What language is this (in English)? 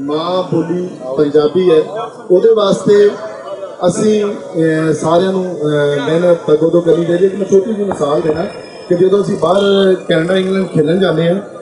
Western Panjabi